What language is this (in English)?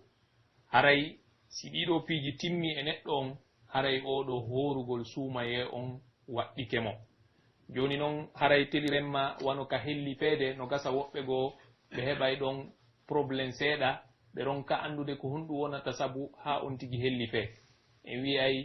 Pular